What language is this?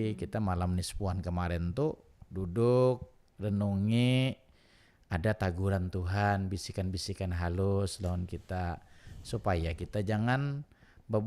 Banjar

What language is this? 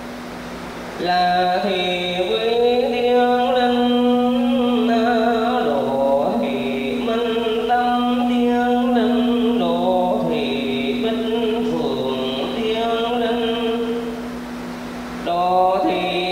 Vietnamese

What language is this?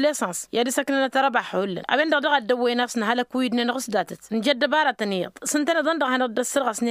Tamasheq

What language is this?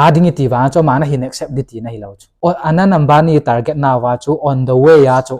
Thado Chin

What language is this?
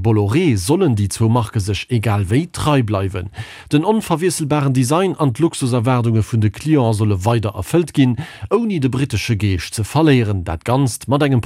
Luxembourgish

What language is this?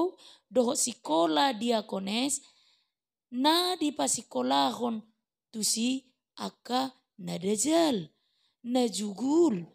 Batak Toba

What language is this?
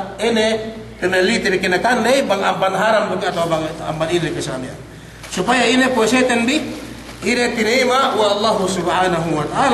Yakan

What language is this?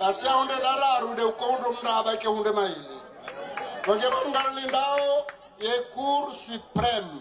Ngazidja Comorian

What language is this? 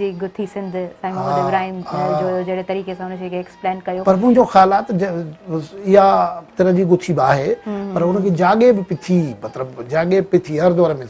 Sindhi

